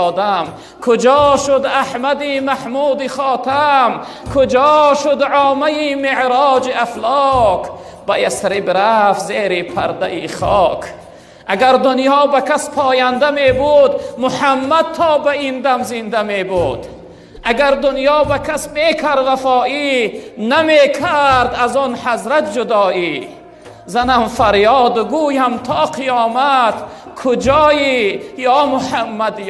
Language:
Tajik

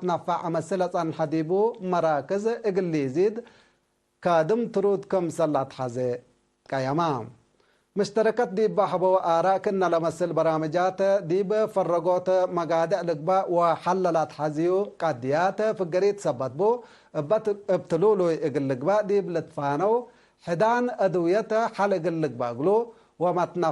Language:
Tigre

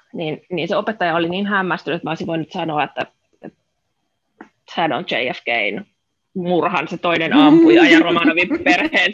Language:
Finnish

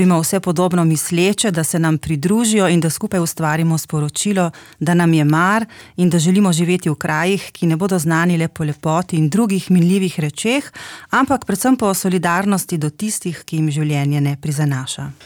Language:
Slovenian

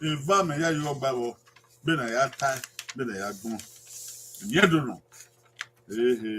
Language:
Bini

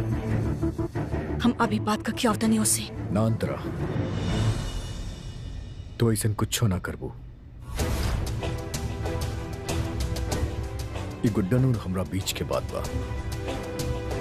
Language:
Bhojpuri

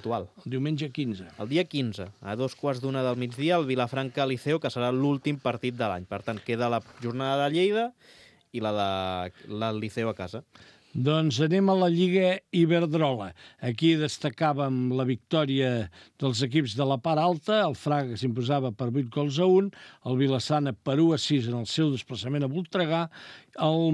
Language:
Catalan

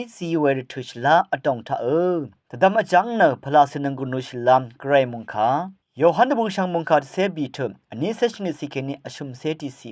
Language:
Rawang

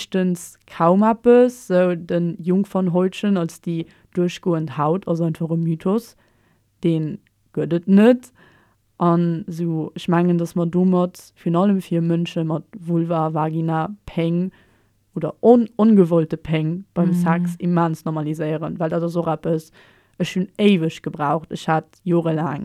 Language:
Luxembourgish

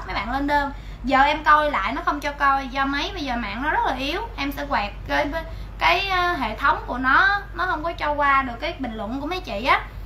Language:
Vietnamese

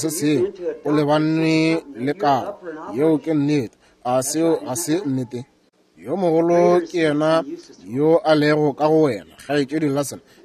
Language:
Northern Sotho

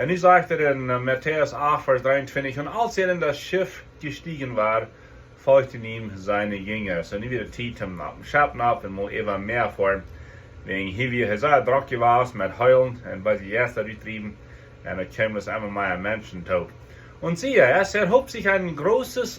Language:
Plautdietsch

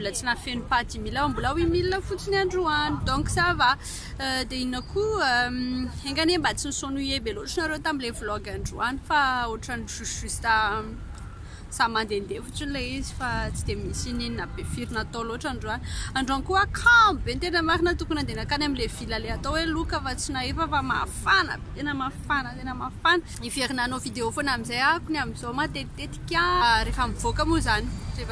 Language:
Malagasy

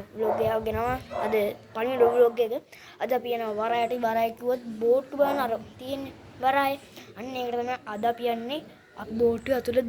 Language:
Sinhala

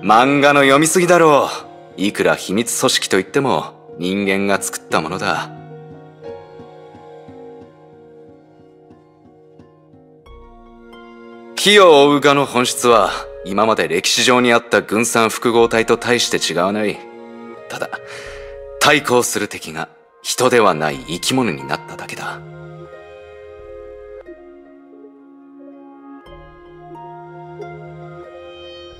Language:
Japanese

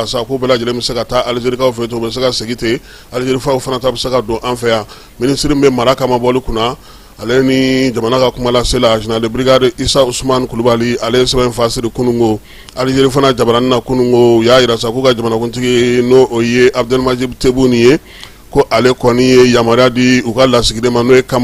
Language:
Bambara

